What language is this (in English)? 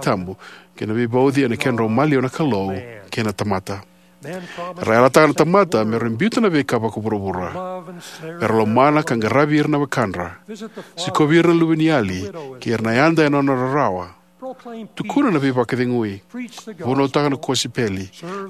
Fijian